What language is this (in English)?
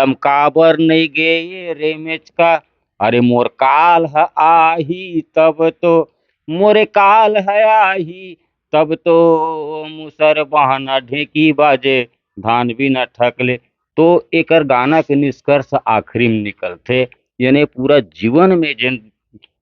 Chhattisgarhi